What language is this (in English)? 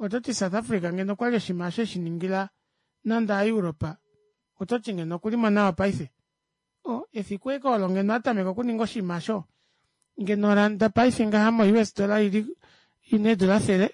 Kuanyama